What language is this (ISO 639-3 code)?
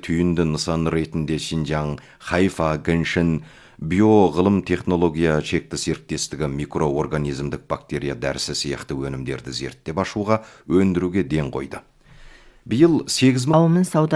kaz